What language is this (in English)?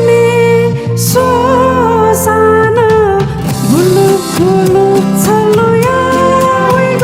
Newari